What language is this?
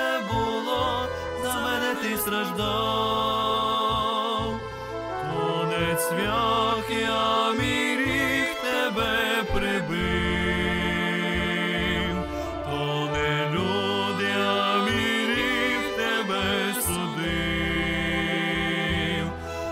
Ukrainian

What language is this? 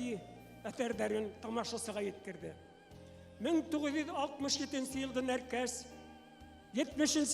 Bashkir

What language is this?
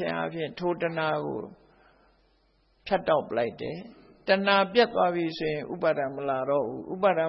Burmese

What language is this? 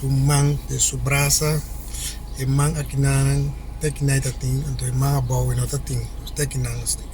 Papiamento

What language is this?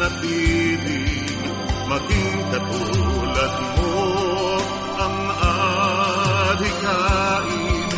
Filipino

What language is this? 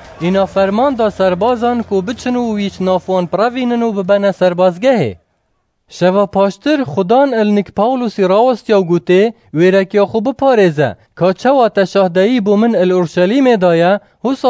Kurdish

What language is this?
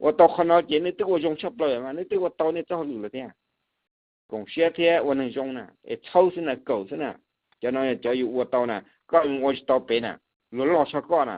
Hmong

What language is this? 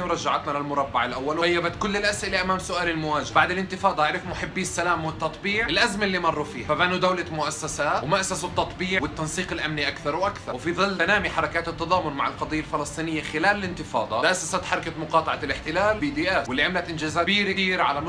North Levantine Arabic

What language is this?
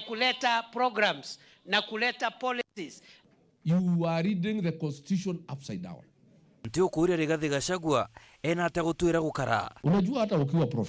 Meru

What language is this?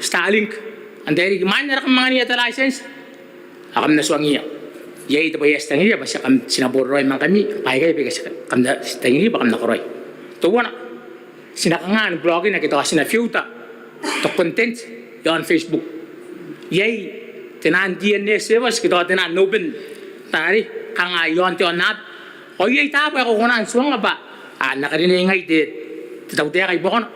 Gilbertese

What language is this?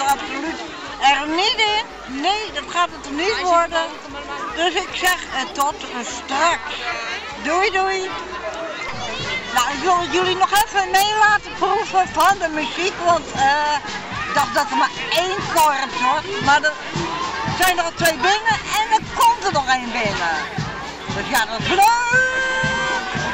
Dutch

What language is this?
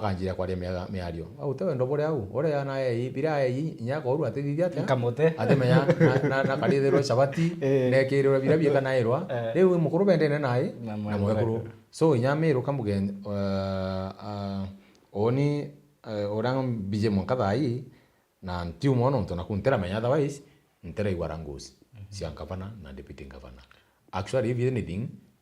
Meru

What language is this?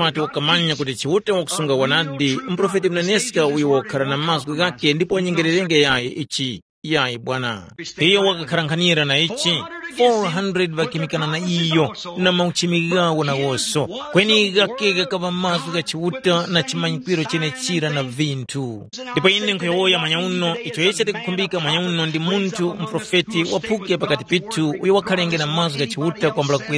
Tumbuka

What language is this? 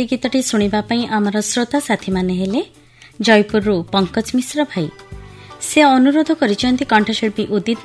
Odia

